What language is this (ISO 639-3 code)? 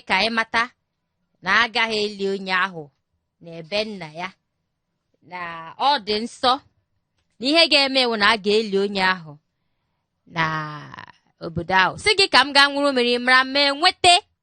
ibo